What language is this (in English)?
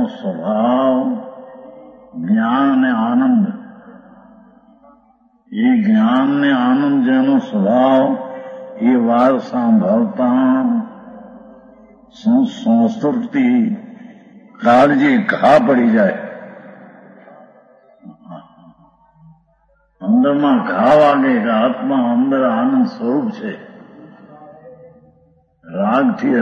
Gujarati